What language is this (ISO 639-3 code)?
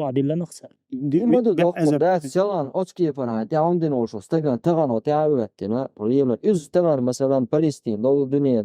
che